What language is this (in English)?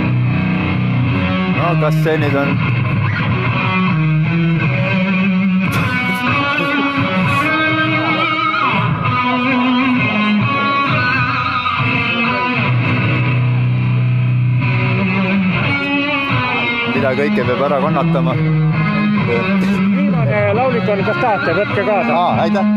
Estonian